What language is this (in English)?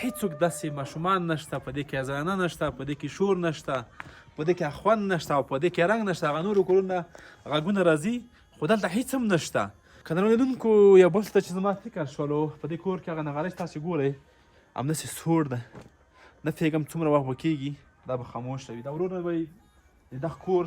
Pashto